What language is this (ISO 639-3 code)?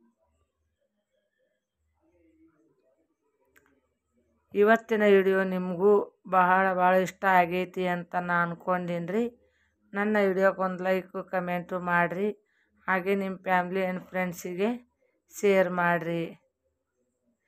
kan